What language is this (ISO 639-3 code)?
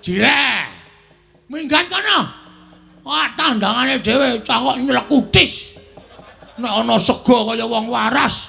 jav